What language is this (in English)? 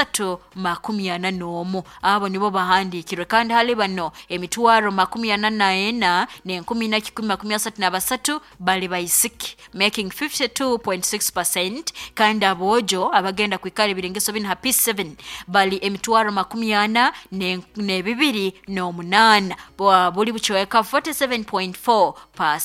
Nyoro